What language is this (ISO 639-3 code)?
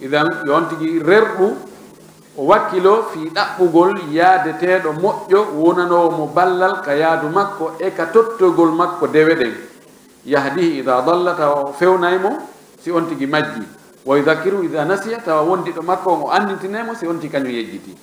ful